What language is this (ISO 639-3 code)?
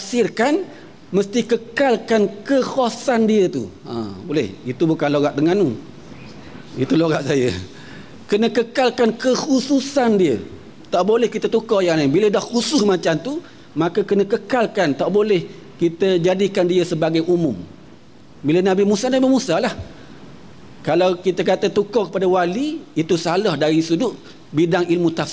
msa